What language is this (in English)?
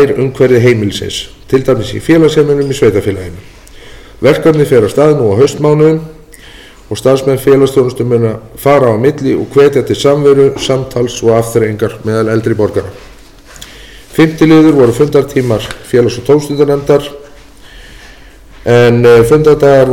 Icelandic